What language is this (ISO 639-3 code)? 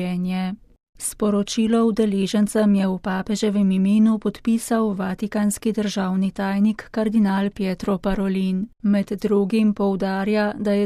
slv